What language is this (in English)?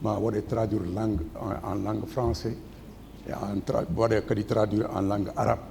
Fula